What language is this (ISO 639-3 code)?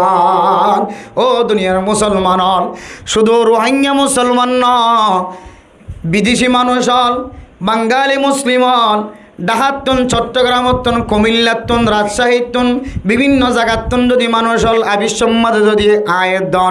rhg